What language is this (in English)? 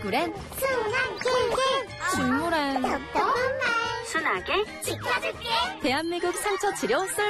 Korean